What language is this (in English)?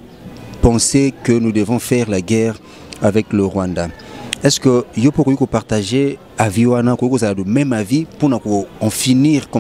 Lingala